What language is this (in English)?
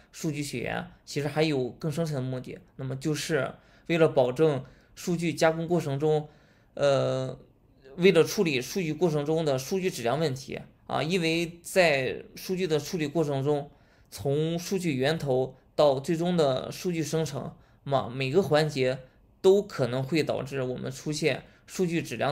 Chinese